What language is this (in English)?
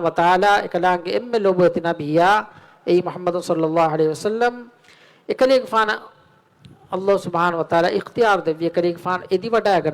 Divehi